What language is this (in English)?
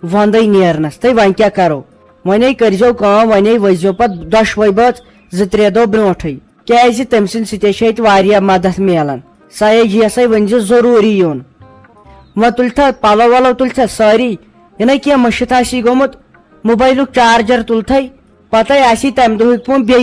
Kashmiri